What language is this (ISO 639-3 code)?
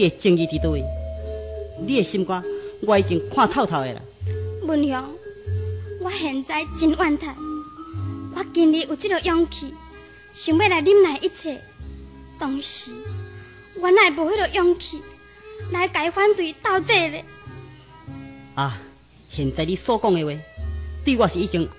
nan